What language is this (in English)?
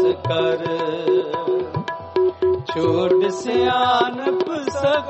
Punjabi